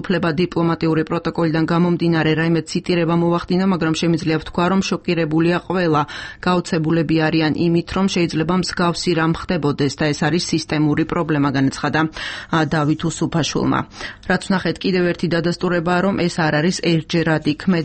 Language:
Georgian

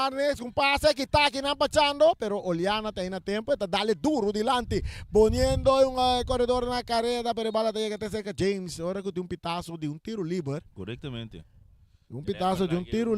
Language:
Papiamento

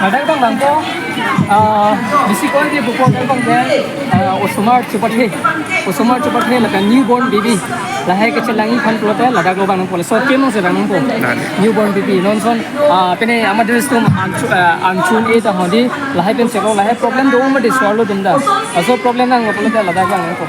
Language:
Karbi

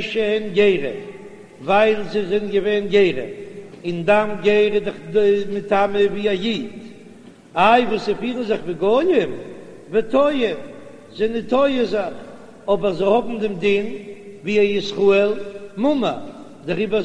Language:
Yiddish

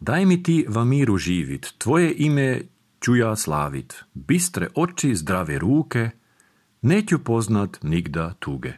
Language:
Serbian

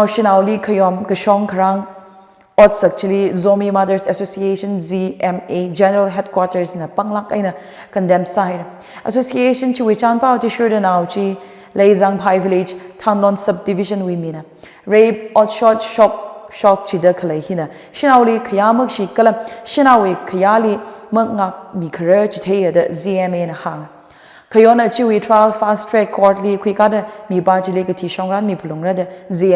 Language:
Tangkhul Naga (India)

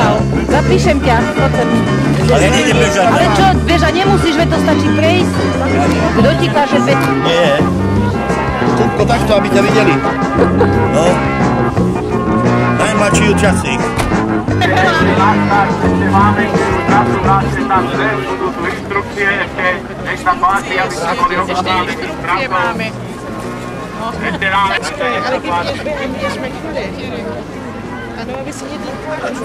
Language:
Slovak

